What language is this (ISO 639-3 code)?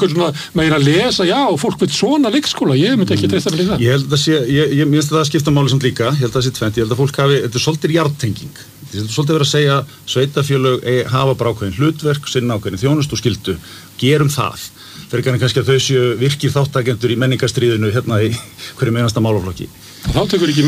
isl